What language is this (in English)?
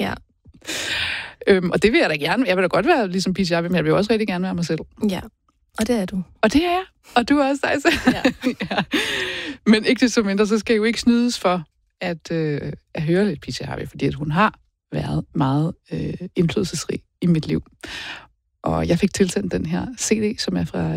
Danish